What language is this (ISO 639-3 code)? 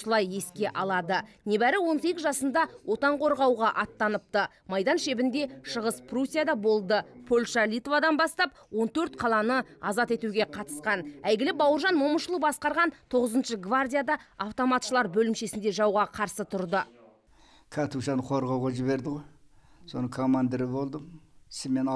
kaz